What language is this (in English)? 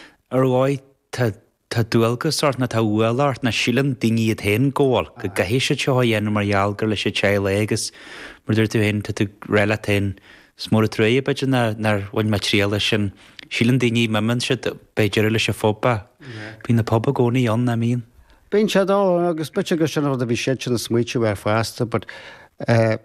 Irish